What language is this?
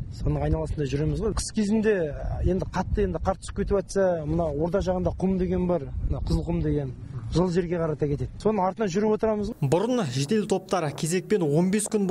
Kazakh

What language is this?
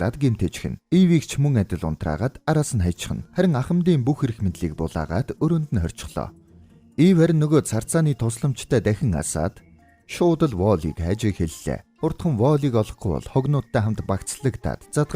Mongolian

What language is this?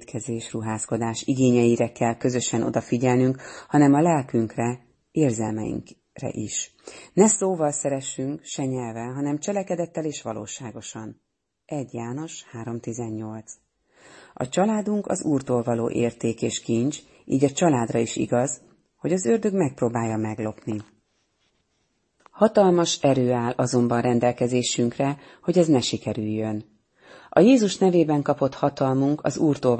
Hungarian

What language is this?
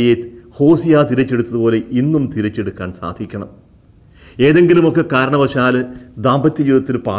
Malayalam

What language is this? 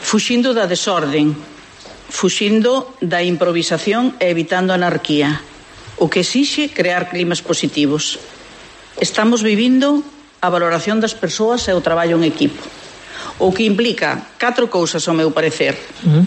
Galician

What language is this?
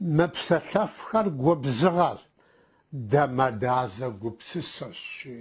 Kabardian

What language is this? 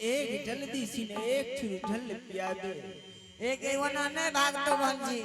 Angika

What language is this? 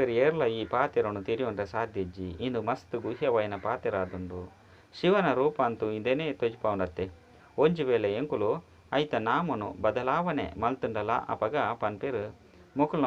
Tulu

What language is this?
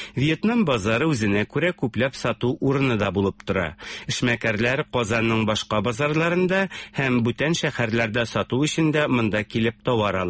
Tatar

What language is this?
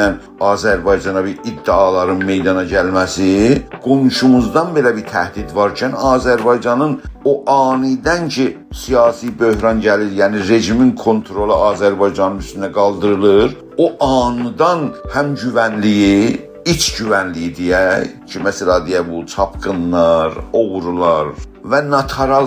South Azerbaijani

